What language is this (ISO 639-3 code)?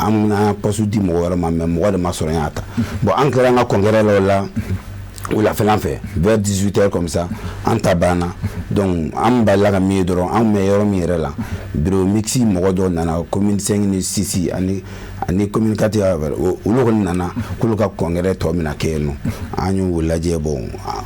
bam